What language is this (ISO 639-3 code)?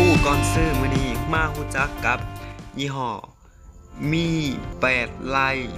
lao